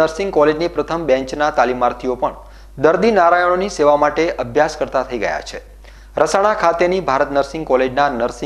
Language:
Gujarati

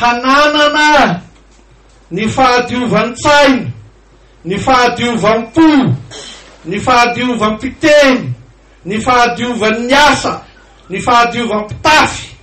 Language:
Malagasy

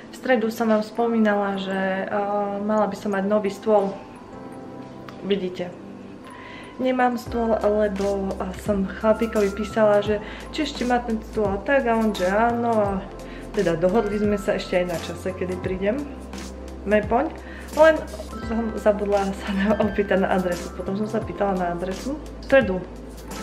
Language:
Slovak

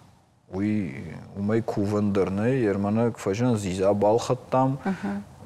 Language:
Ossetic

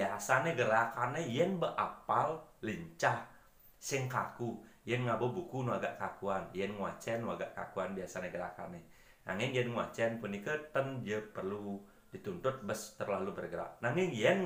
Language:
Balinese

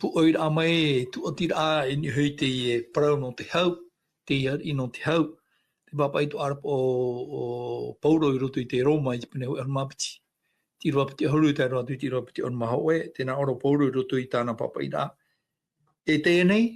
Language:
Tahitian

